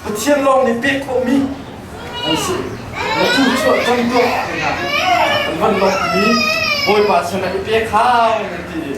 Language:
Hakha Chin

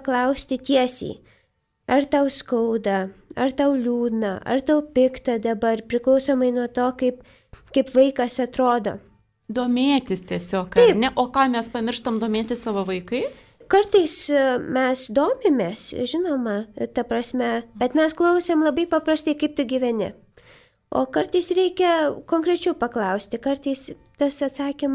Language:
Lithuanian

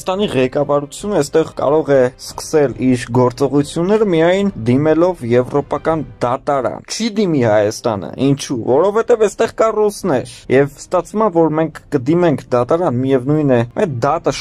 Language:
Armenian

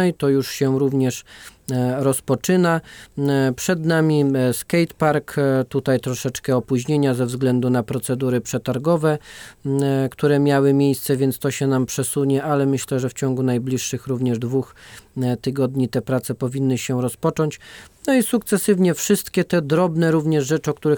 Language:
Polish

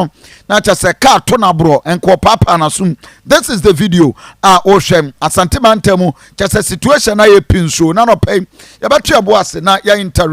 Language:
Akan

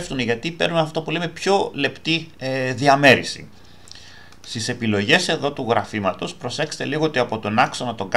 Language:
Greek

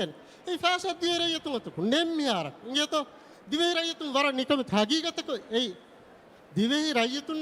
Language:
Divehi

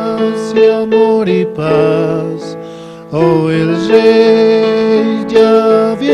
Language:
Aymara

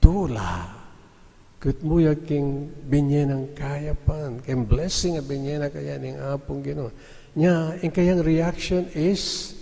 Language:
Pampanga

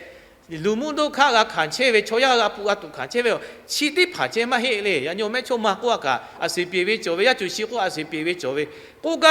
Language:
Lahu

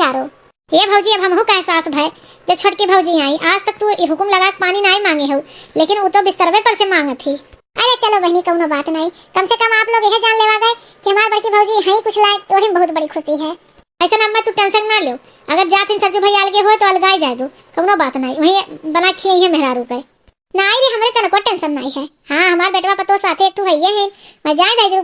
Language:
Awadhi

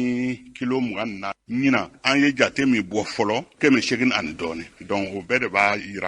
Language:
Bambara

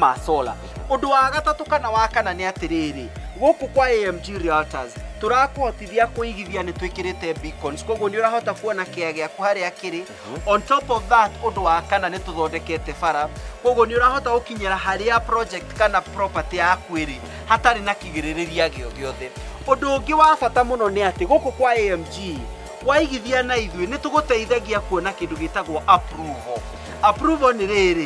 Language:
Kikuyu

